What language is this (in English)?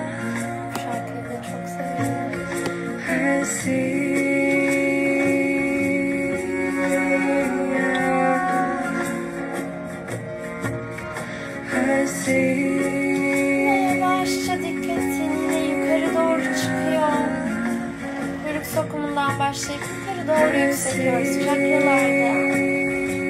Turkish